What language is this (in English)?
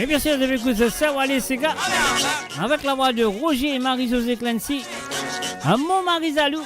Morisyen